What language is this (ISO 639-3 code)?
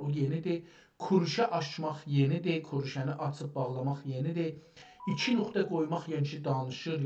azb